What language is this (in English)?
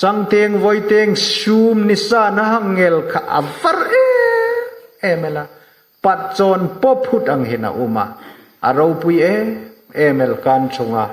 Hmar